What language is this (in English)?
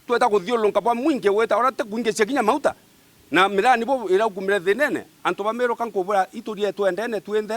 Meru